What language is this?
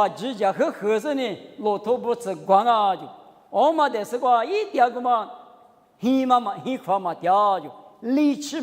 Lisu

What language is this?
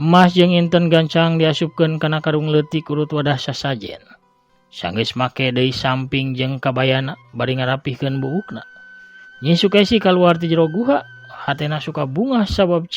Sundanese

